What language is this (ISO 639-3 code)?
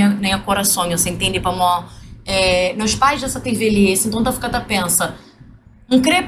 kea